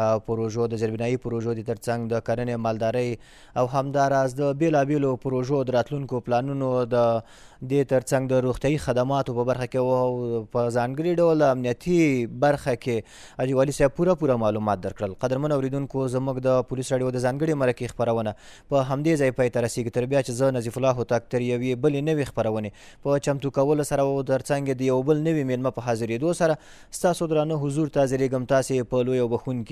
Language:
Pashto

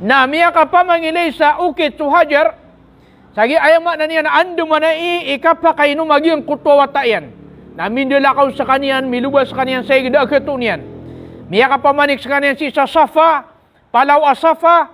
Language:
Maranao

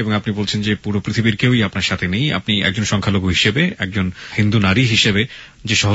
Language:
Bangla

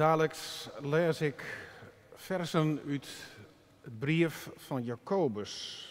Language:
Western Frisian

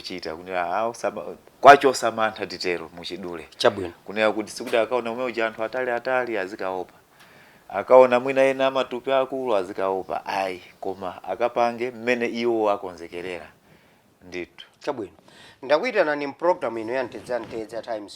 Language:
Nyanja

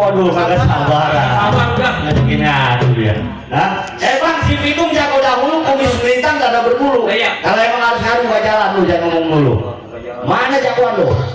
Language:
Betawi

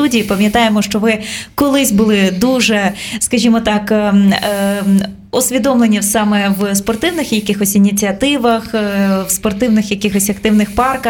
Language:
Ukrainian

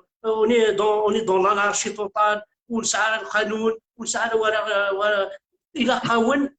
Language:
Kabyle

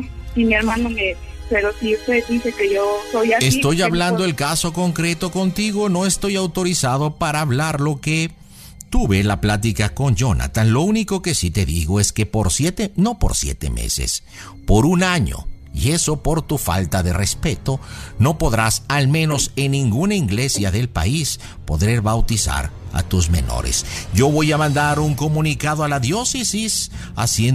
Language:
Spanish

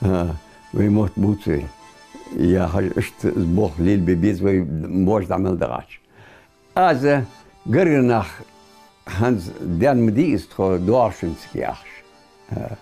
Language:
Ingush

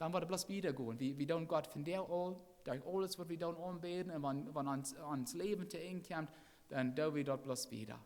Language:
Plautdietsch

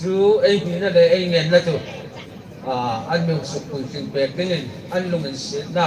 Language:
Hmar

